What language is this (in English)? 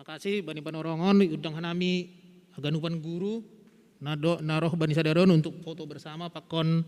Batak Simalungun